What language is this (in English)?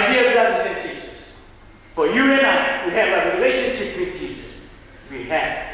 Tongan